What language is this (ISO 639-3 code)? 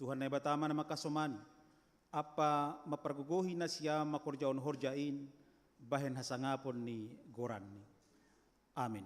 bts